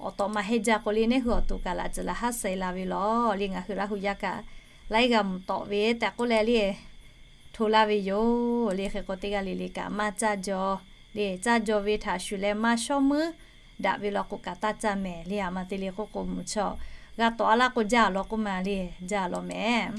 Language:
Lahu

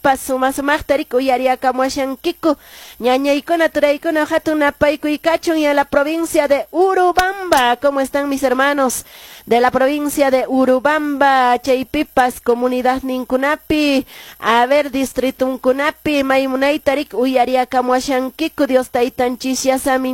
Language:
Quechua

